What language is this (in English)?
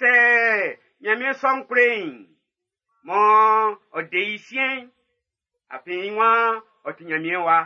Baoulé